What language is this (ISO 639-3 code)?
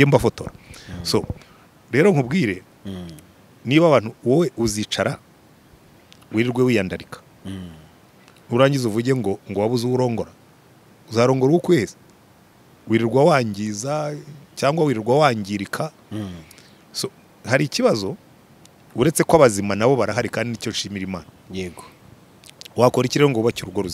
kin